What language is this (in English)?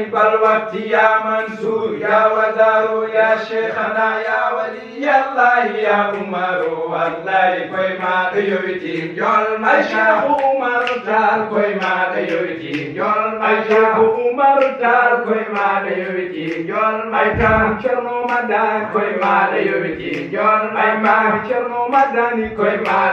Fula